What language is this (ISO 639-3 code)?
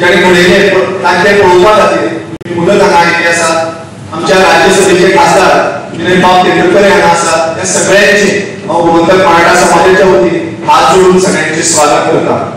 kok